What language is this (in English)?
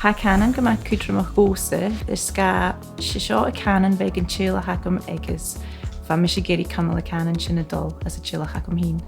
Scottish Gaelic